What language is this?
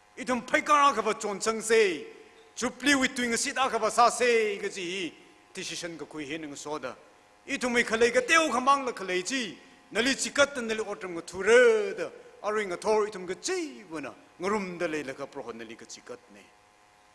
Tangkhul Naga (India)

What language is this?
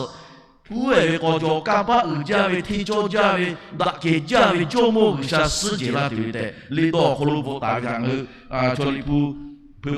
Lahu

